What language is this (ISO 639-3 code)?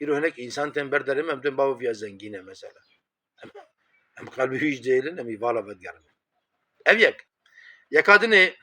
kur